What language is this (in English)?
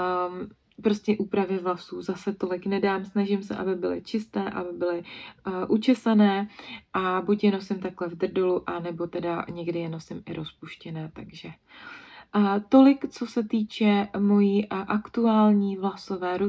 Czech